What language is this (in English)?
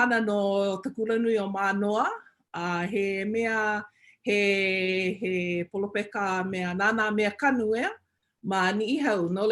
Hawaiian